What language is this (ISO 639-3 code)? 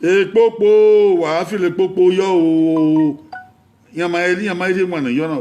bin